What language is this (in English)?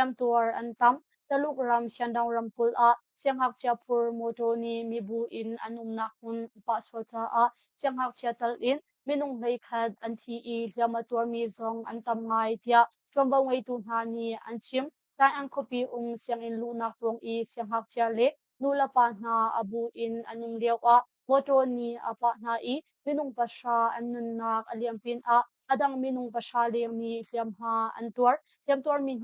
Hakha Chin